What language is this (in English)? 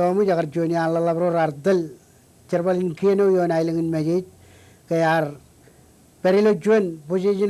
Marshallese